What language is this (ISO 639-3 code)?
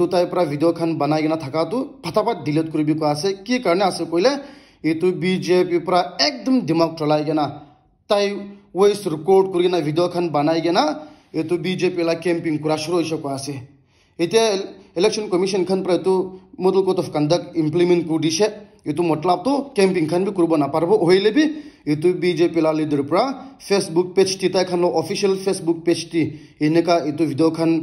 nag